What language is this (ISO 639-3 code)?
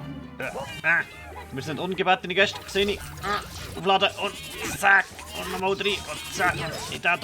gsw